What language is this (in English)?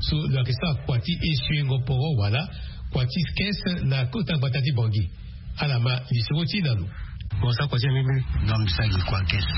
Sango